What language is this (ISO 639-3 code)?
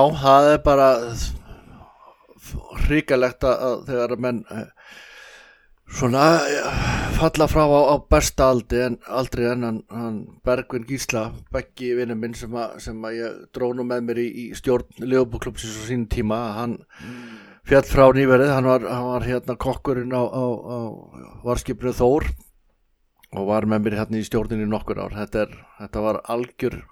isl